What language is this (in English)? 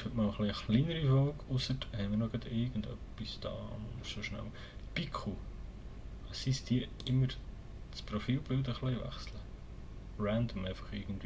Swiss German